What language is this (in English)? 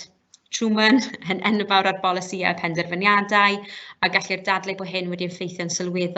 Welsh